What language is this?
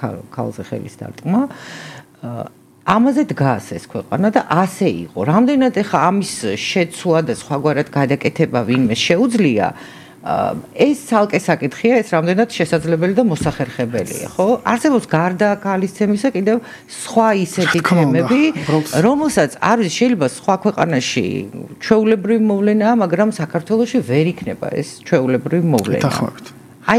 Georgian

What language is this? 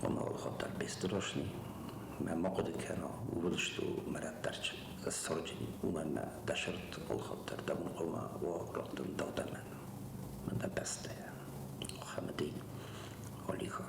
Ossetic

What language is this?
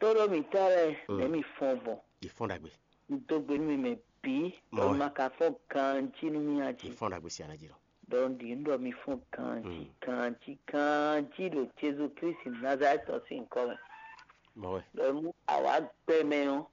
Fon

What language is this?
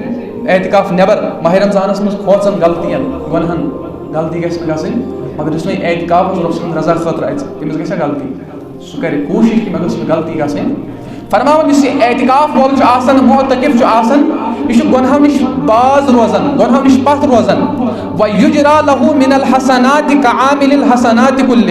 Kashmiri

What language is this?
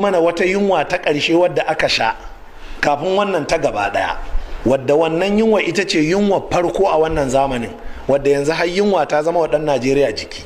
Hausa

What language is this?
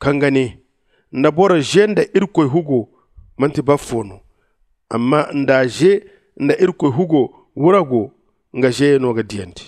Zarma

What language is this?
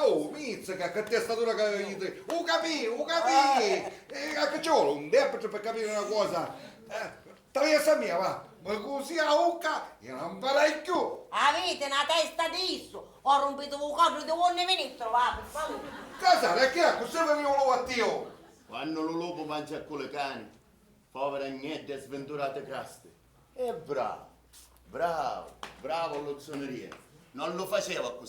Sicilian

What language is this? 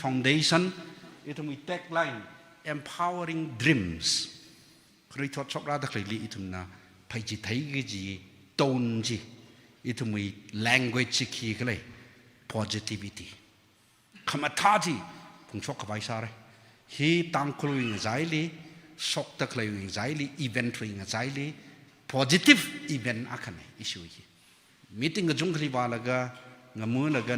Tangkhul Naga (India)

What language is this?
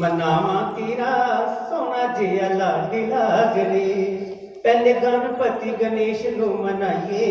Dogri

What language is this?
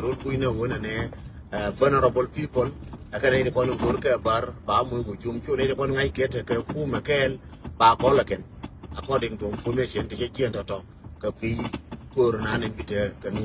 Nuer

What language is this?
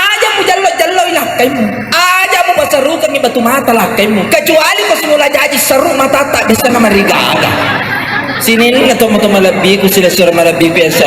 Buginese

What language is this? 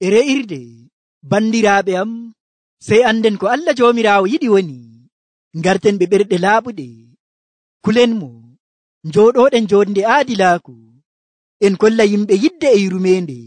Nigerian Fulfulde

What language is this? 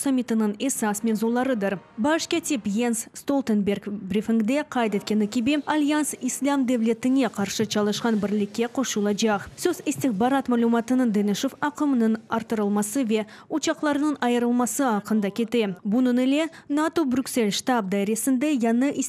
Crimean Tatar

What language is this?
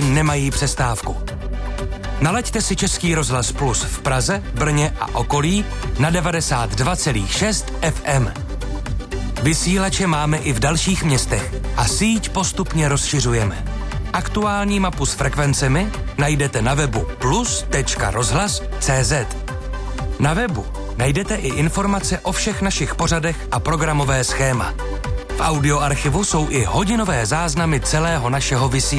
Czech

